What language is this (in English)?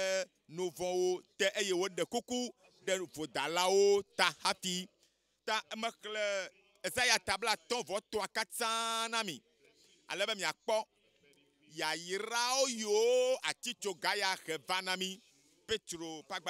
Ewe